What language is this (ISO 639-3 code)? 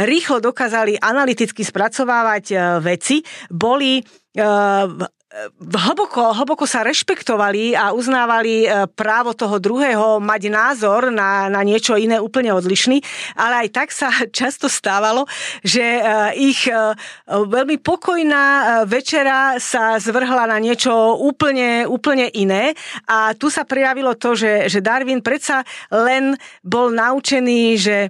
slk